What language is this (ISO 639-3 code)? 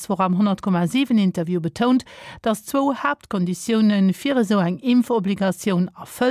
ltz